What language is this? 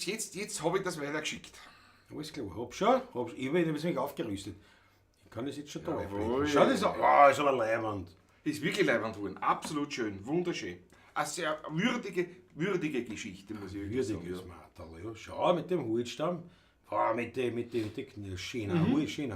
Bavarian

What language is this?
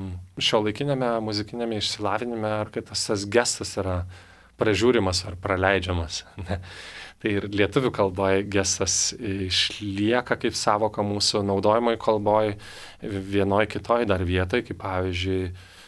Lithuanian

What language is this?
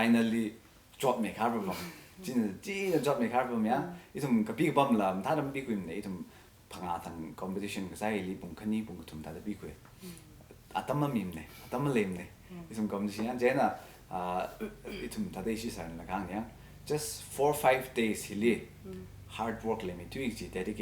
Tangkhul Naga (India)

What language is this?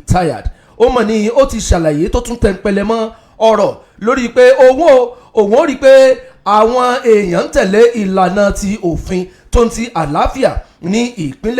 Yoruba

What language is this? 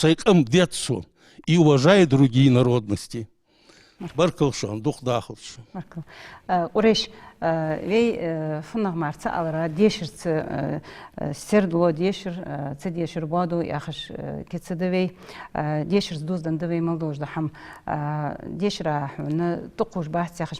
Ingush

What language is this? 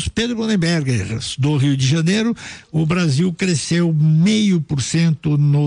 Portuguese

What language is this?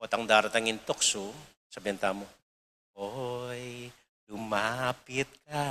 Pampanga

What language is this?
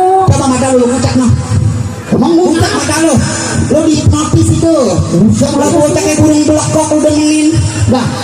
Betawi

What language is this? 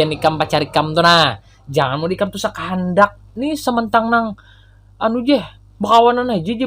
Banjar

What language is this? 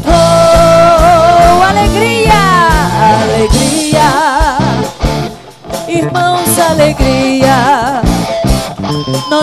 Portuguese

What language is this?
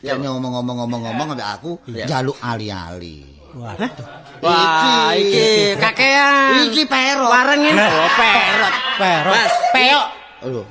Javanese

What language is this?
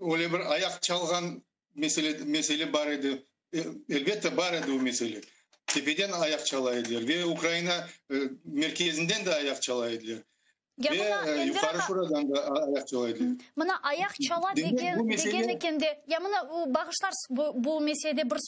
Crimean Tatar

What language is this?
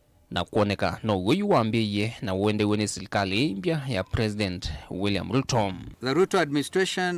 Kamba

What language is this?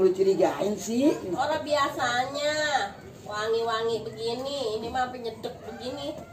Betawi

